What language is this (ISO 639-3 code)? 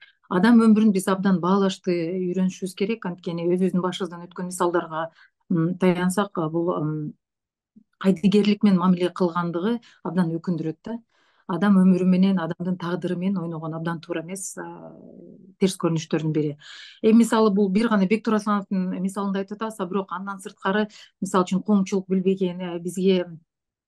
kir